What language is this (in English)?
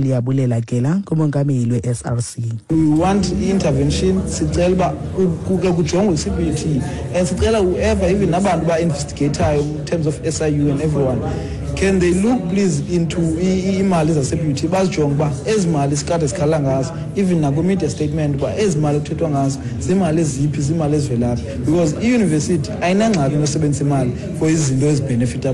Xhosa